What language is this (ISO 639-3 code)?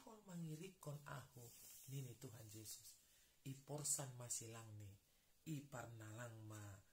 bts